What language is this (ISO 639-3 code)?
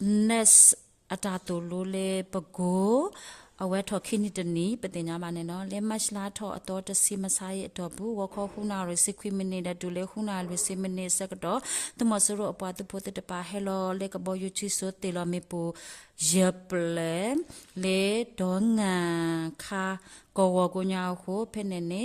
ksw